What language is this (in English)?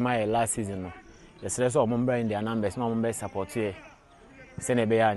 Akan